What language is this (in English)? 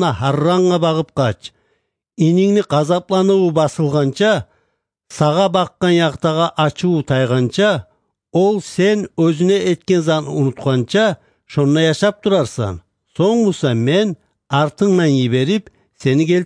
Kumyk